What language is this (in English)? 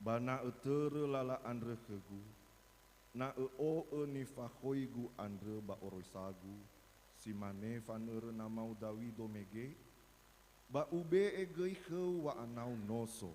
Nias